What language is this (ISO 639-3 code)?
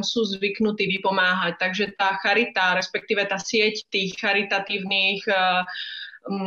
slk